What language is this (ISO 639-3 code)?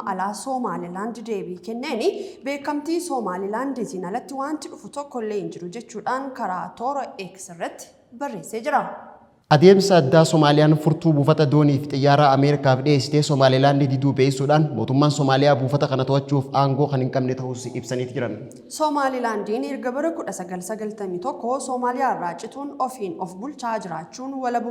orm